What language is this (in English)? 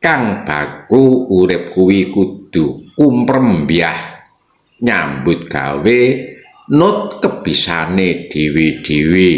Javanese